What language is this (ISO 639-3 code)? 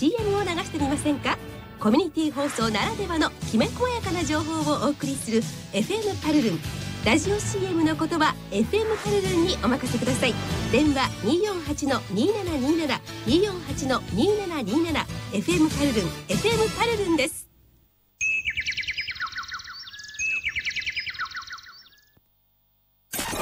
jpn